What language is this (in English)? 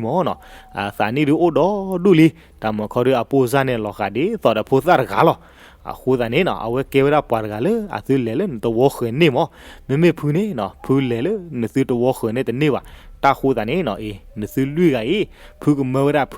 S'gaw Karen